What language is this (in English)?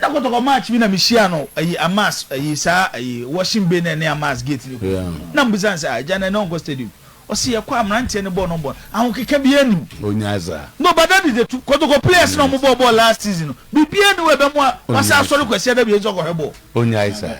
Akan